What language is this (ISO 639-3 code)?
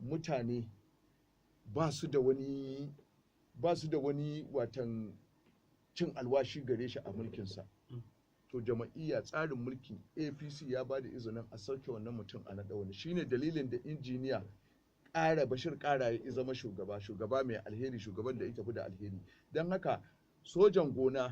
hau